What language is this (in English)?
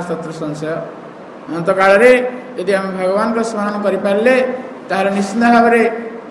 Odia